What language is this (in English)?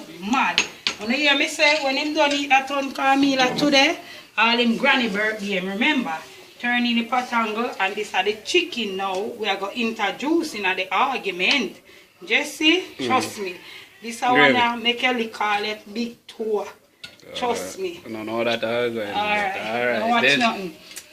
Jamaican Creole English